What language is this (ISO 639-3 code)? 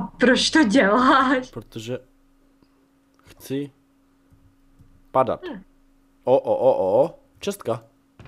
ces